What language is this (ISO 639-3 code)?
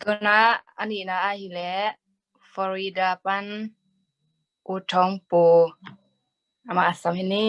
ctd